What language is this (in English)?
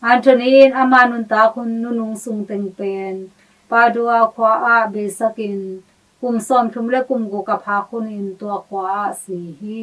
Tedim Chin